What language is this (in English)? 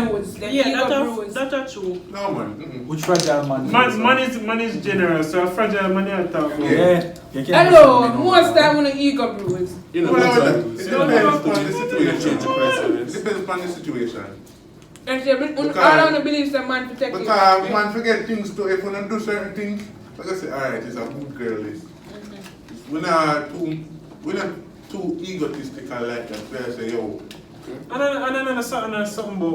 Jamaican Creole English